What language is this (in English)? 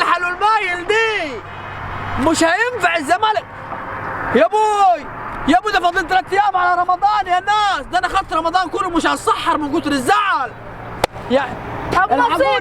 Egyptian Arabic